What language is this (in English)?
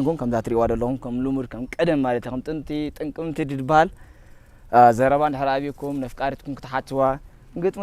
Tigrinya